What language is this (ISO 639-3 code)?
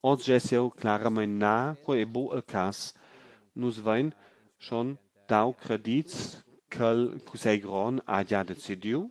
roh